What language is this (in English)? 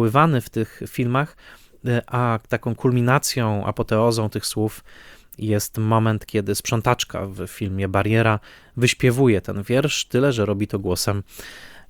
Polish